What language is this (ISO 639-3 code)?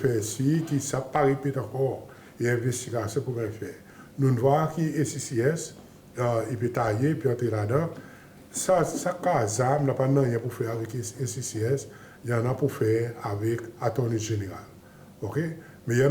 crs